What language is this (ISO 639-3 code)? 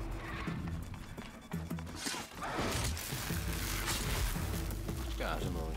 fin